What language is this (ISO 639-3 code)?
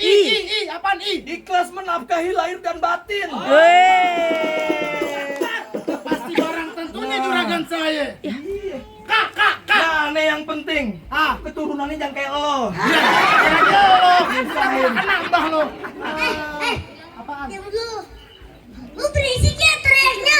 bew